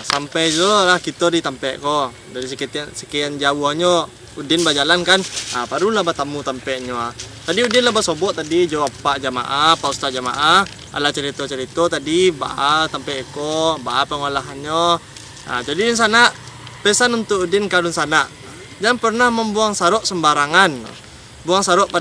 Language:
Minangkabau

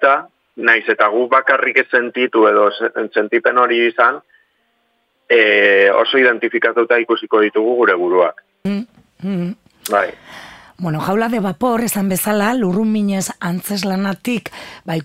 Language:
Basque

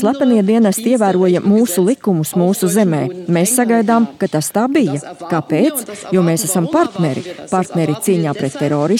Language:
Latvian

